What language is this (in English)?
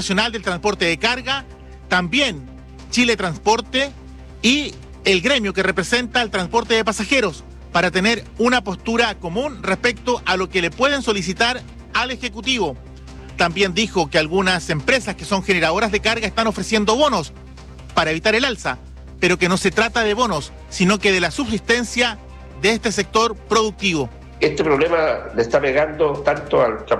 Spanish